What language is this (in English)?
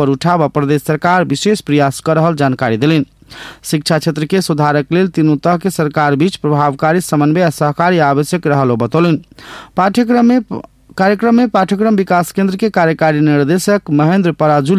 Maithili